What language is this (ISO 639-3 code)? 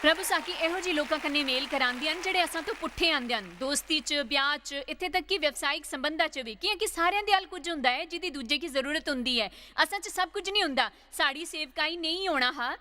doi